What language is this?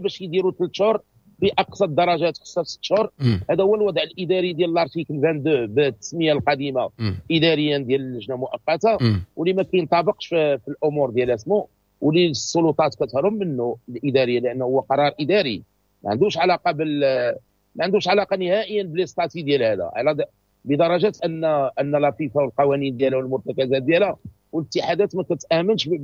Moroccan Arabic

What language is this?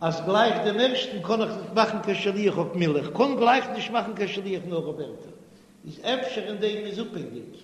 Yiddish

